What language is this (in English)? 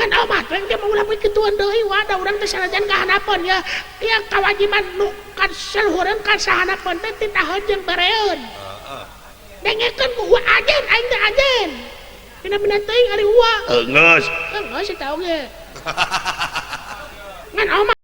Sundanese